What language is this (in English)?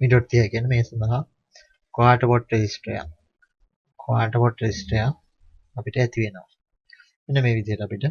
Sinhala